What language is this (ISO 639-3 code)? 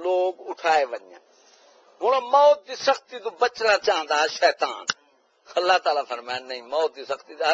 skr